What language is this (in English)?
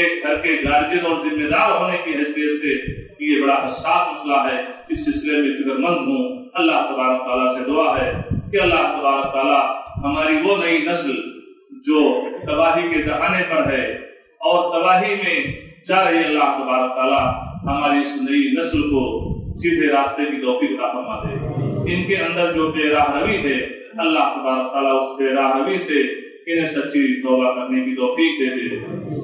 Urdu